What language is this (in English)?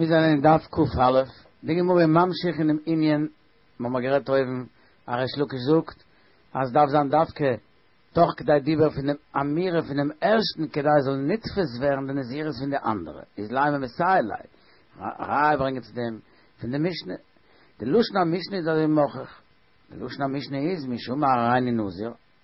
Yiddish